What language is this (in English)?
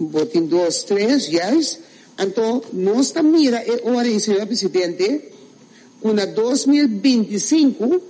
Papiamento